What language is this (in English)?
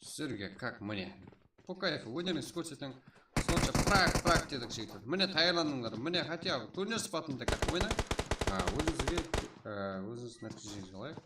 Kara-Kalpak